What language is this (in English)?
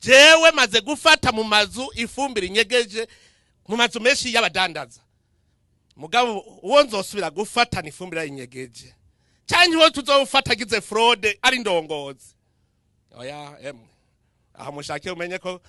Rundi